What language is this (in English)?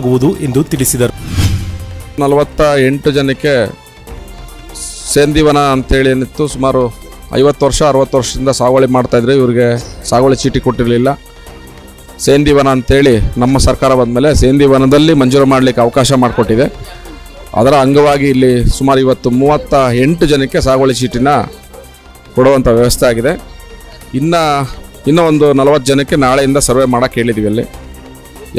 Kannada